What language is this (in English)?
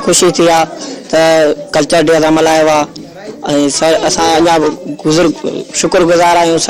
Sindhi